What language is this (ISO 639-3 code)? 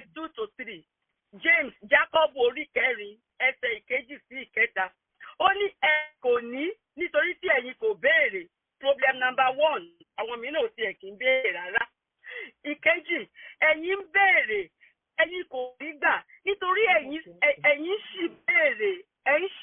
yor